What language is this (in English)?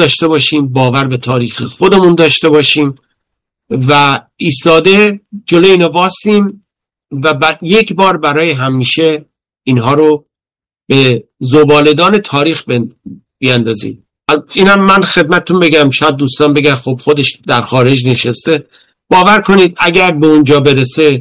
Persian